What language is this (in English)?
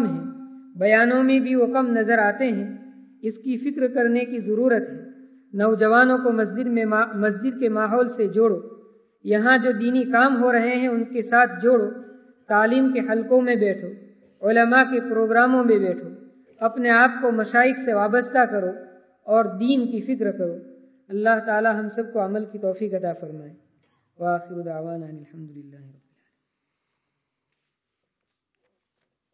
Urdu